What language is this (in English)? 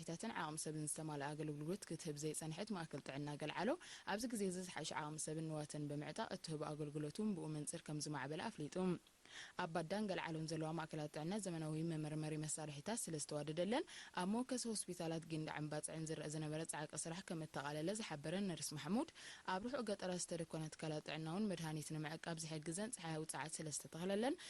Tigrinya